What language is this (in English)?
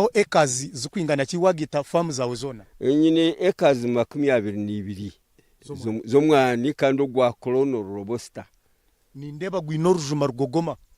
Nyankole